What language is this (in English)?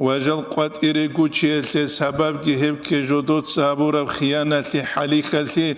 Avaric